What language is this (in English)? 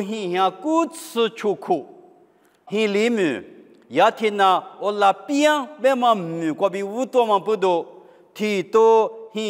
Lisu